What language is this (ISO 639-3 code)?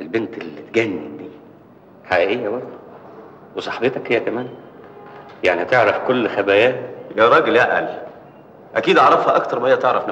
arz